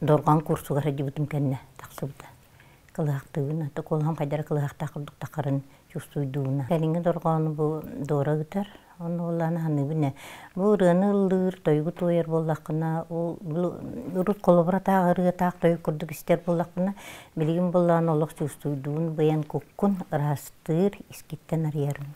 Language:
Yakut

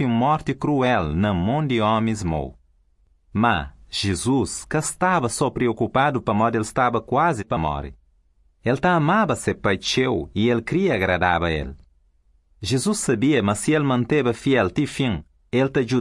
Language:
Portuguese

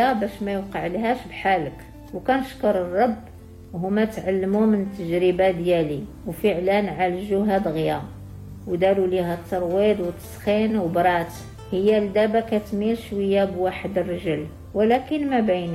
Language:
Moroccan Arabic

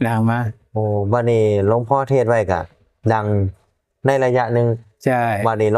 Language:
Northeastern Thai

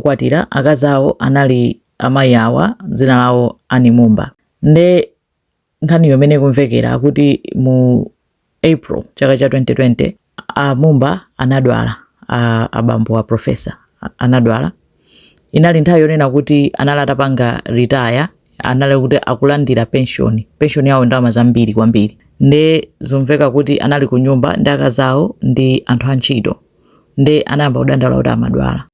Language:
Nyanja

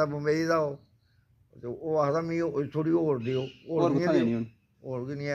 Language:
Dogri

